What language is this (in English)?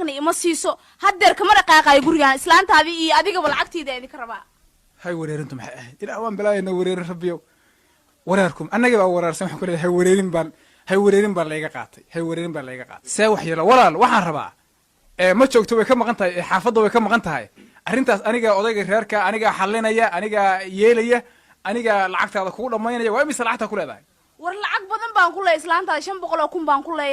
Somali